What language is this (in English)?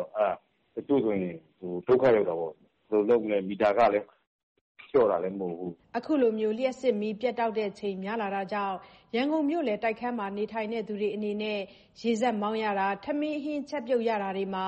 Burmese